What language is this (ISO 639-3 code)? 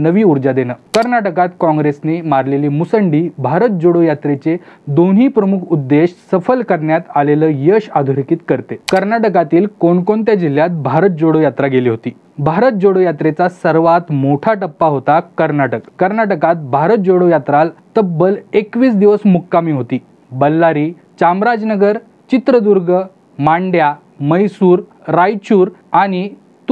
mar